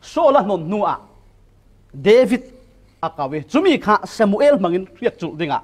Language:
Falam Chin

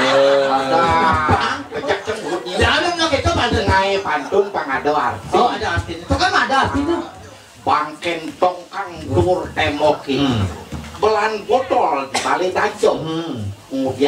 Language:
Balinese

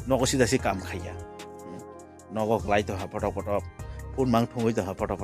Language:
Kok Borok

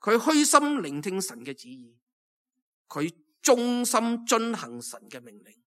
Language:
Cantonese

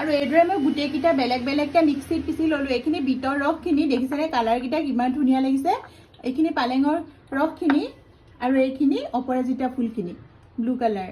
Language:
Assamese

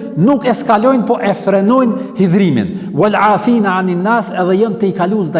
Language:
Albanian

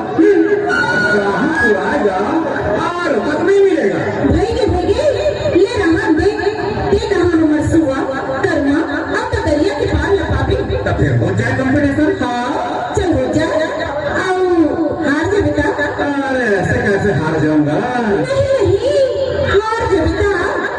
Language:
Chhattisgarhi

